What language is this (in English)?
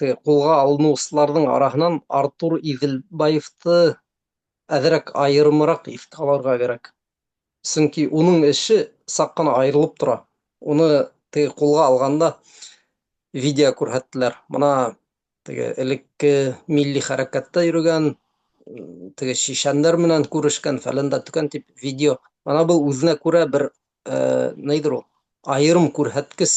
Bashkir